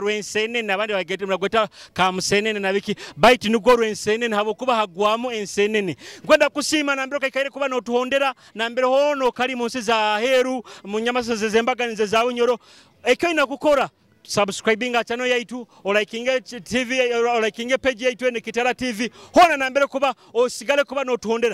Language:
Nyoro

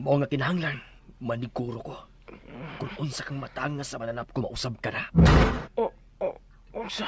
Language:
Cebuano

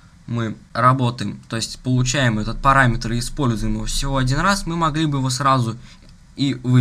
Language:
Russian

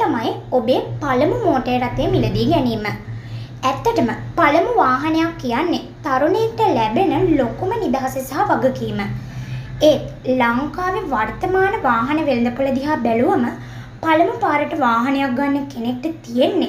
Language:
Sinhala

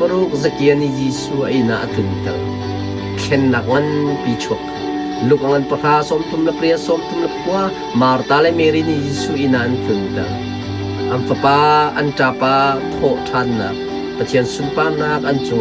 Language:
Hakha Chin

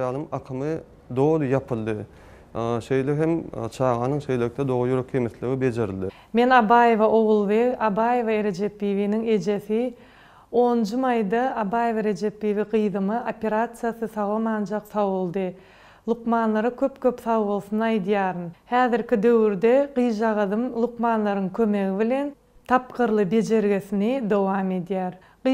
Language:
Turkmen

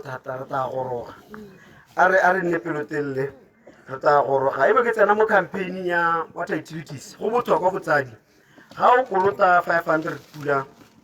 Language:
Tswana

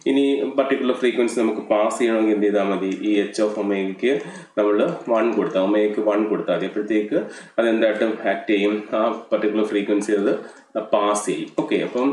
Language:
Malayalam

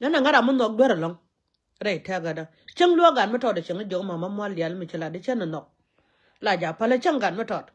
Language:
Nuer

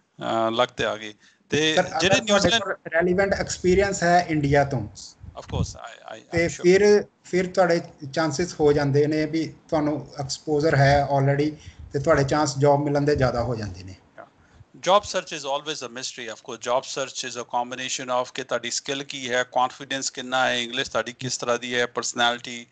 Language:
Punjabi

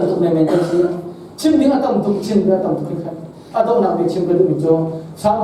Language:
Hakha Chin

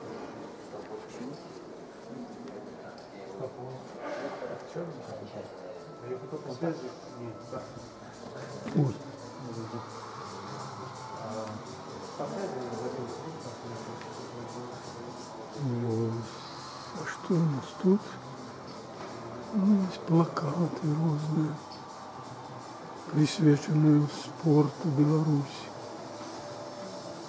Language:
Russian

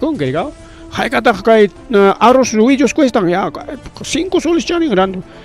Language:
Ayacucho Quechua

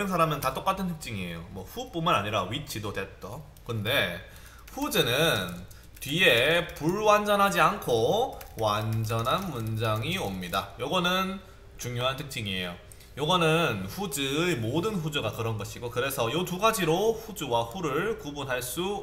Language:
Korean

